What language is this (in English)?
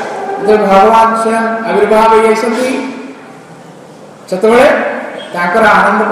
Odia